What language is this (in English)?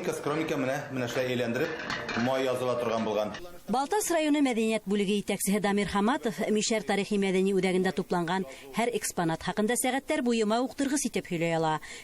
Bashkir